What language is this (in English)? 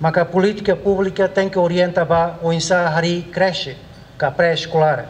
Tetum